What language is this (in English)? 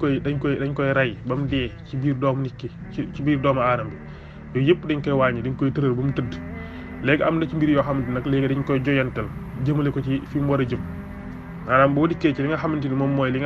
Wolof